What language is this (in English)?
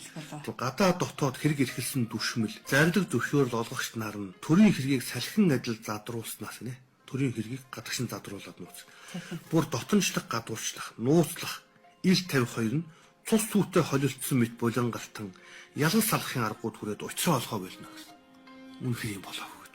Mongolian